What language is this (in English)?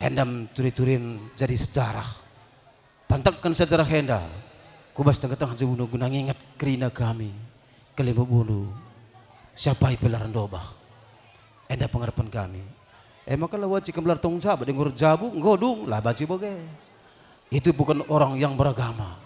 Batak Karo